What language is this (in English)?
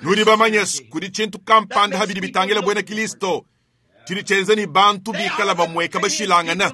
Luba-Lulua